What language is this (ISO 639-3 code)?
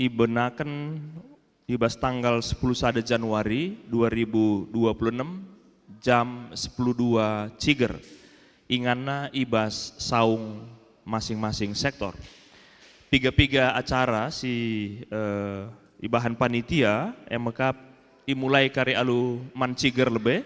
btx